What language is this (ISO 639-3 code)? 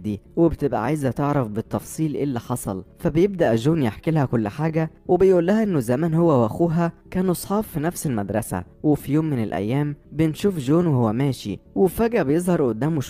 arz